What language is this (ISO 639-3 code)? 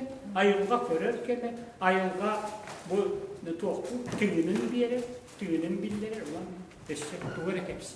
sah